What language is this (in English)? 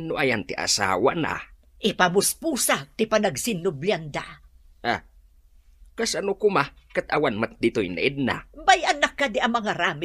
Iloko